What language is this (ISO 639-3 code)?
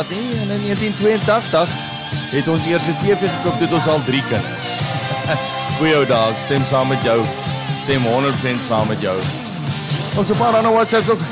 afr